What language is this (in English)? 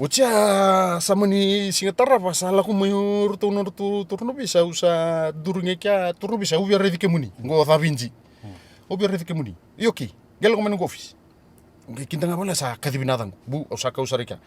Fijian